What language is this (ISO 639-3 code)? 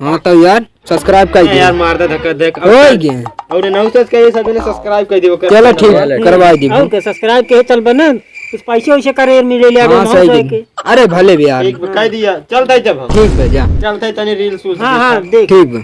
awa